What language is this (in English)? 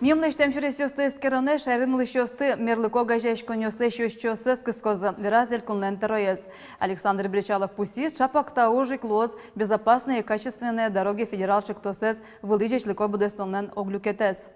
Udmurt